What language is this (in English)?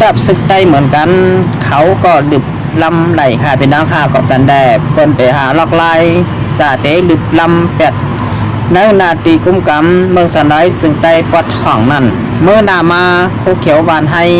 Shan